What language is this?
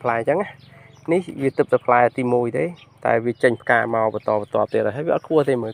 Khmer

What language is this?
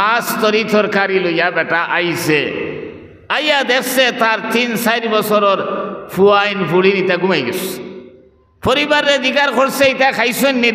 Sylheti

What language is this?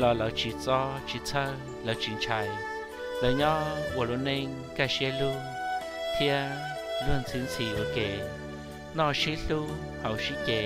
Hmong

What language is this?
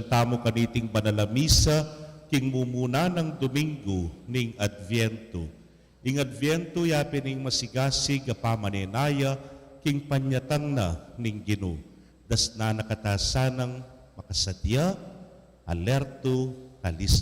Pampanga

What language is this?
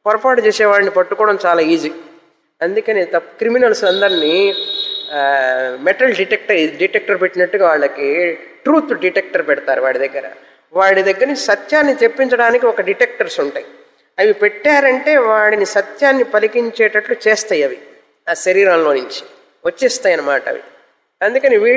Telugu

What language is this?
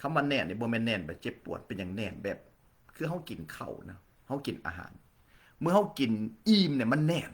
Lao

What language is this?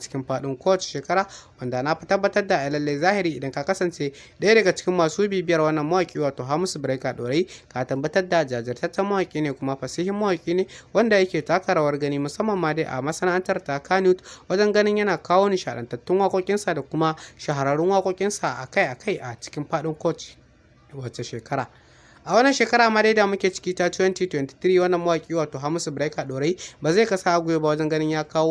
Hausa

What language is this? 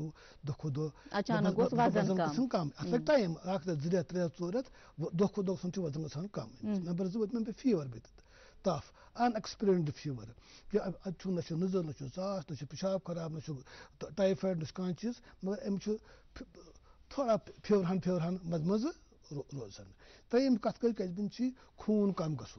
Kashmiri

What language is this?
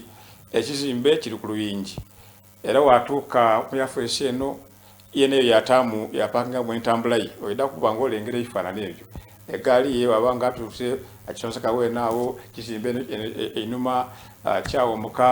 Soga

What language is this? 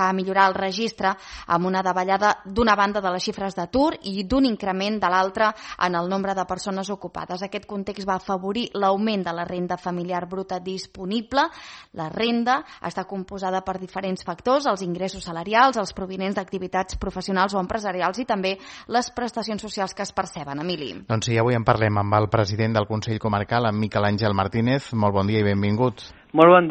Catalan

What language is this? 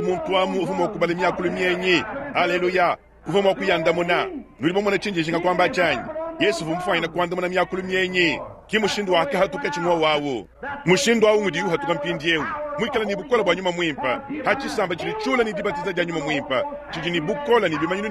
Luba-Lulua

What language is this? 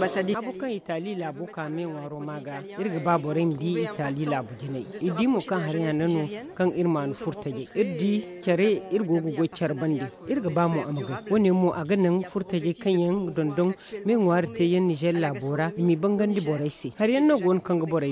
Zarma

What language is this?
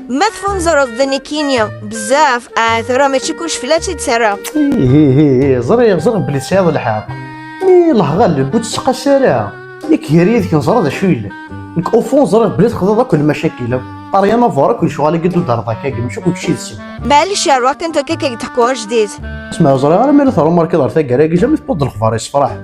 Kabyle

